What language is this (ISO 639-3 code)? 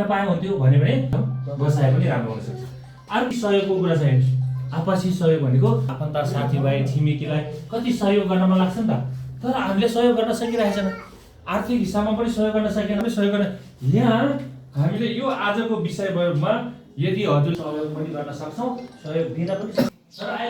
nep